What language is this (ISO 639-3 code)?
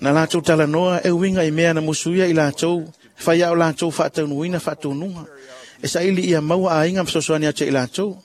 smo